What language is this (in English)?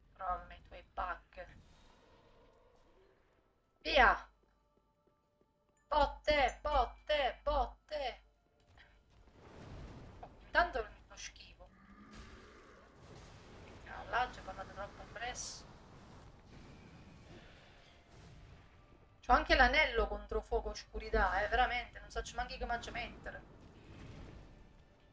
Italian